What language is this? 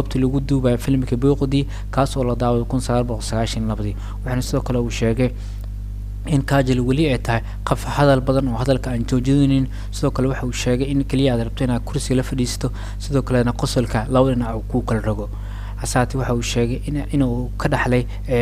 Somali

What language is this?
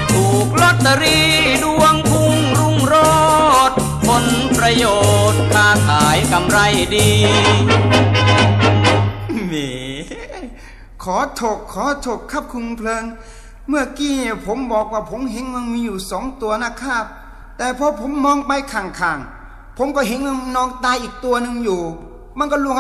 Thai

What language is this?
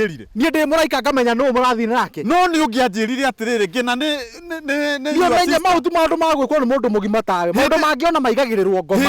Kikuyu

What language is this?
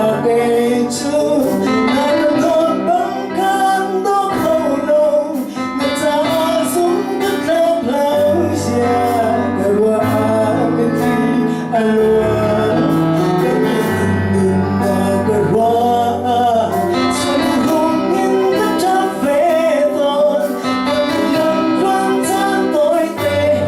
Falam Chin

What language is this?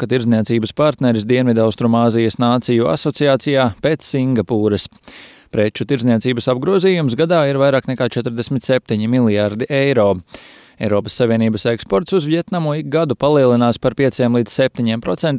Latvian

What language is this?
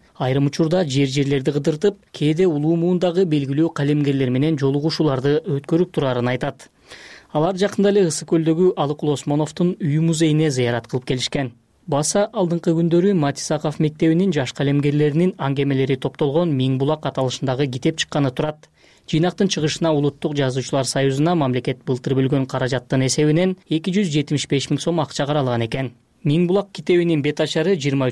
Kyrgyz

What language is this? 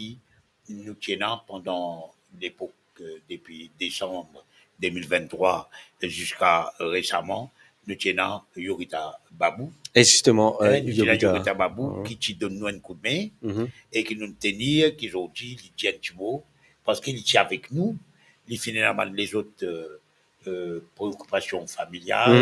Morisyen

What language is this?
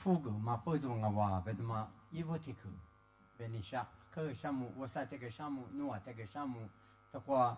Lisu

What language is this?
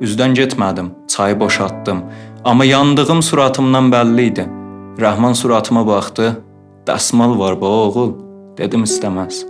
South Azerbaijani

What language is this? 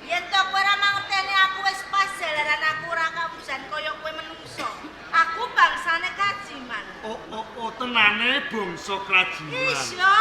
Javanese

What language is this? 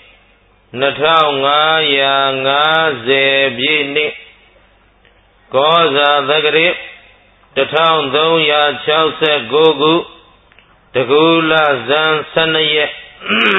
Burmese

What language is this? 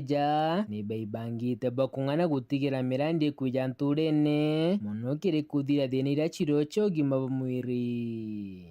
Meru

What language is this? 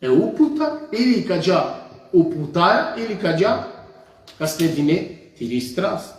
Balkan Romani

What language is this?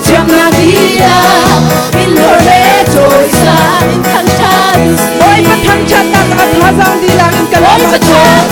Hakha Chin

